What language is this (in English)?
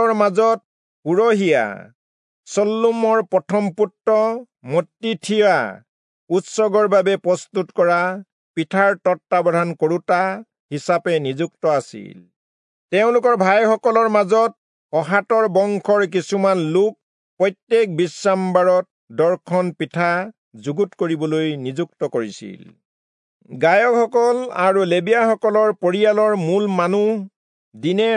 Assamese